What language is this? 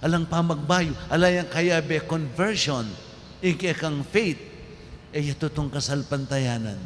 Pampanga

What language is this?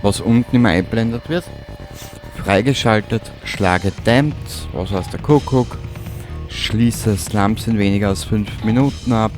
Bavarian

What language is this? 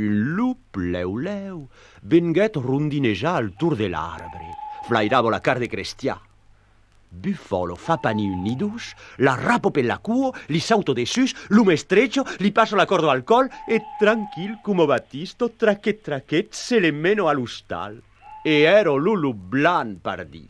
Occitan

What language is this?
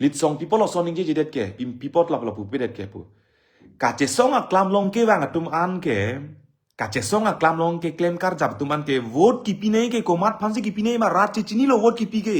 Karbi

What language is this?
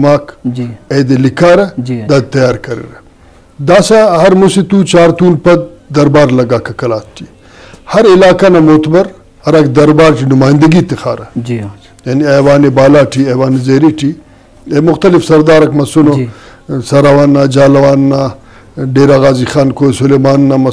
Brahui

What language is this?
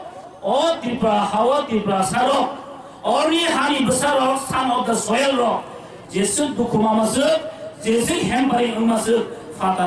Kok Borok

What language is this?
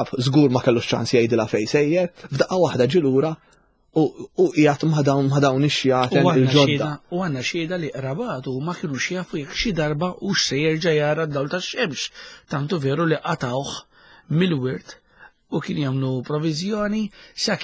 Maltese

